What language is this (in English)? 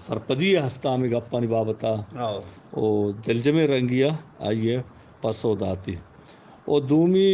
Eastern Balochi